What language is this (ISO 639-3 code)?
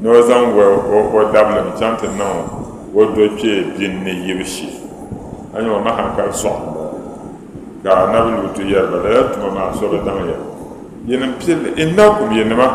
dag